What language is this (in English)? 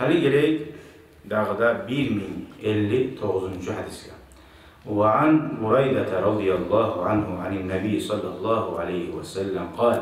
Kumyk